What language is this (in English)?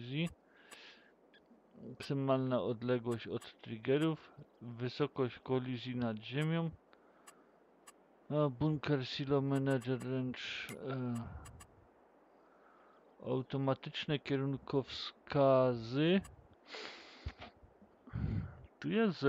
Polish